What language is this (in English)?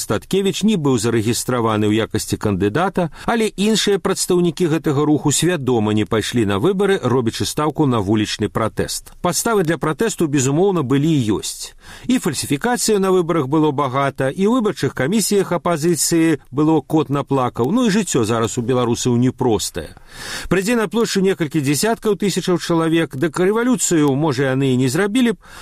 Belarusian